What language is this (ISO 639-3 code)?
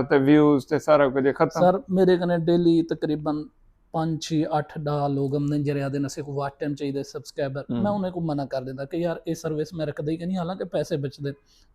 skr